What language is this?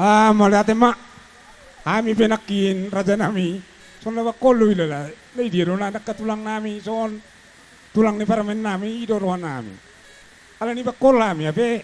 Batak Toba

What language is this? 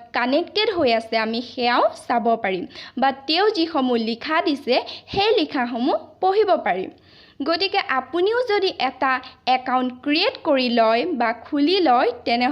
Assamese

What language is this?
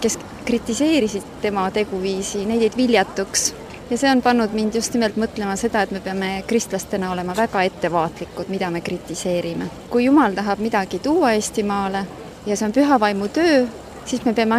Estonian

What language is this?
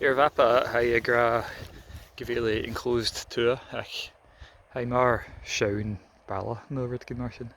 Scottish Gaelic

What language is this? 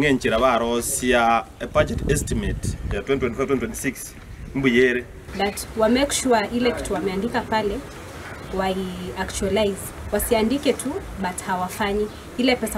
Gusii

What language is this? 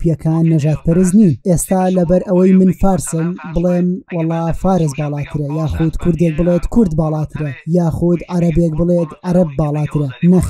Central Kurdish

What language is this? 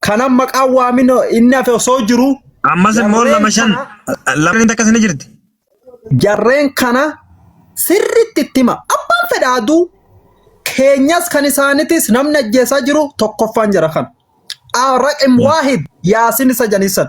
Oromo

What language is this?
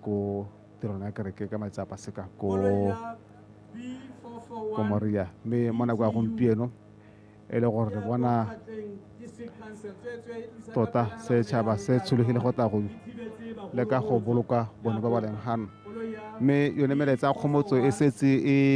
Tswana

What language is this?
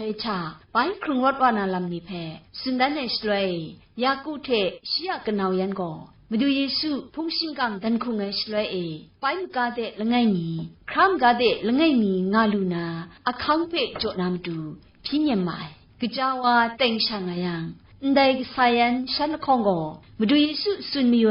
Kachin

